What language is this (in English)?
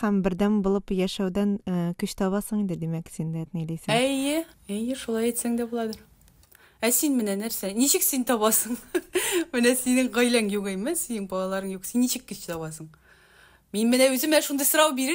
Tatar